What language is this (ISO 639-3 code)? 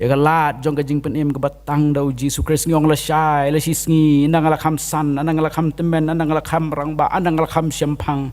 kha